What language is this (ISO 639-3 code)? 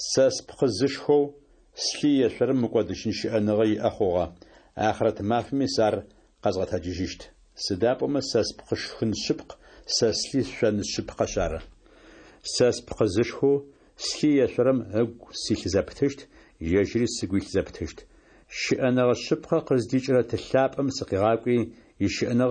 ady